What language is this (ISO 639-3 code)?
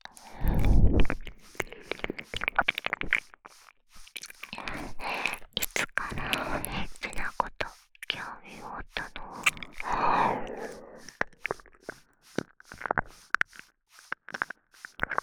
jpn